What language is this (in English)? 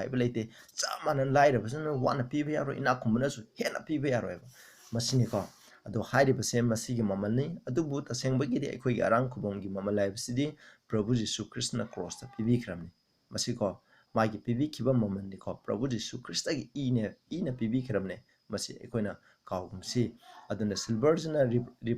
Manipuri